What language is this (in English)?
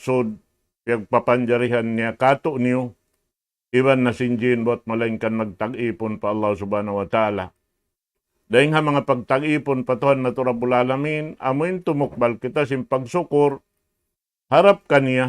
Tausug